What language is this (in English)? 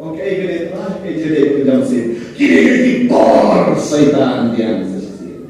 Khasi